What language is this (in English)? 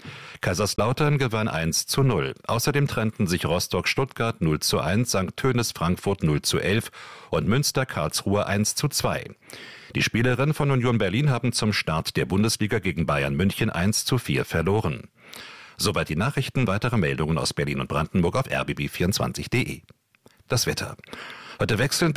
German